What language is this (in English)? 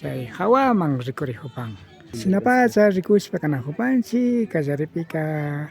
Imbabura Highland Quichua